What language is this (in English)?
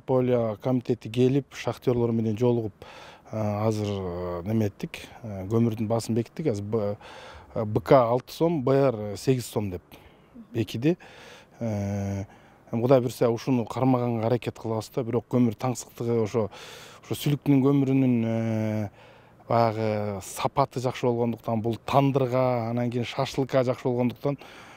Kyrgyz